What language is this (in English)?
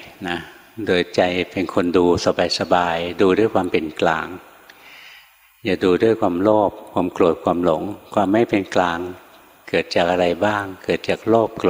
Thai